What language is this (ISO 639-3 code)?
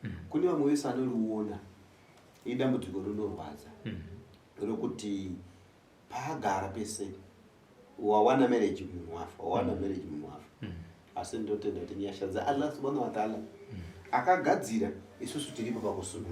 sna